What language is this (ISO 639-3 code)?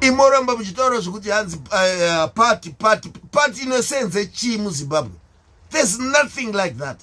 sna